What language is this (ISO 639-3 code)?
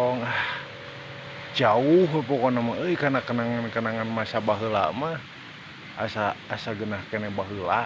sun